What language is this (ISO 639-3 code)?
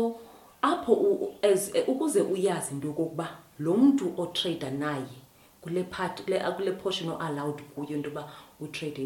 xho